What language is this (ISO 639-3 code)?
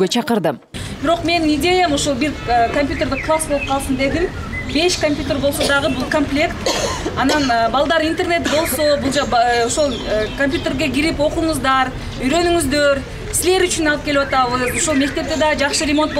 kir